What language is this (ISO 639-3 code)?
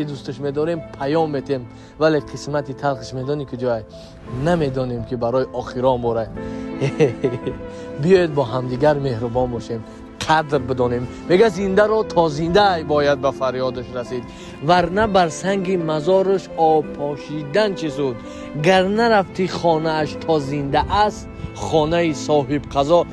tgk